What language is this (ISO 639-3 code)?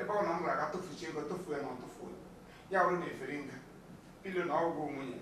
ibo